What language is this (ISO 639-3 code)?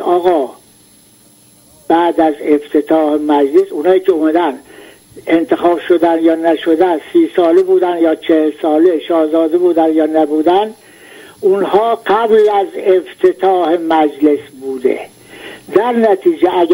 fas